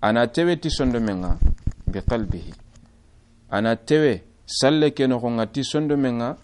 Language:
Soninke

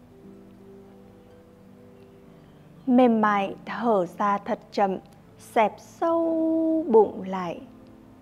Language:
Vietnamese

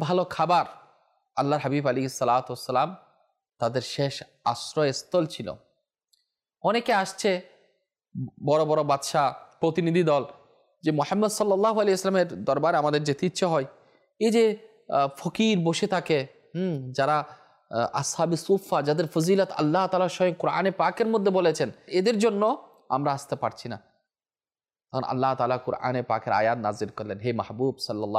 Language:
Bangla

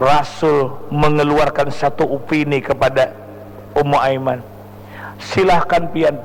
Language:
Banjar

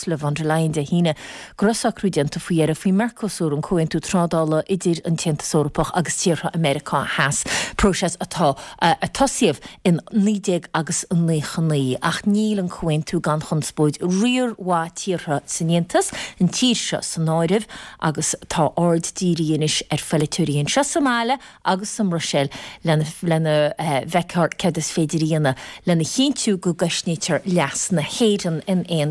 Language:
Irish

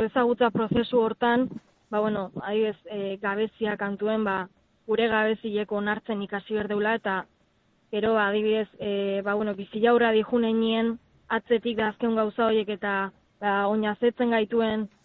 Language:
Basque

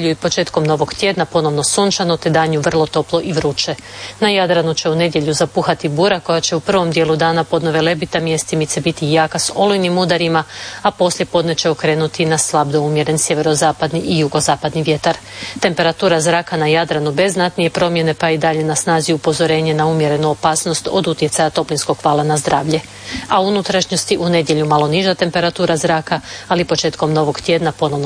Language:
Croatian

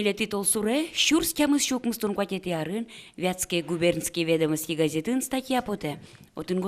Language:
Udmurt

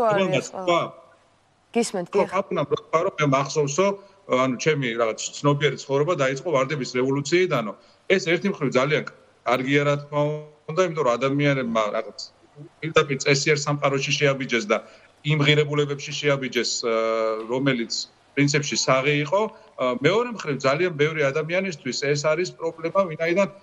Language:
Georgian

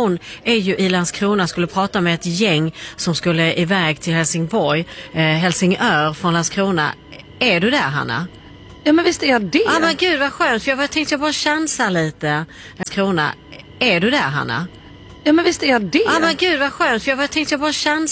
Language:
Swedish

